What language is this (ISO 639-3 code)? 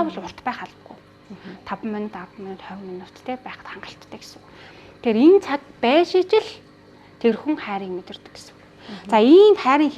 mon